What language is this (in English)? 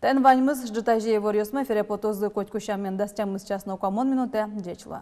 Udmurt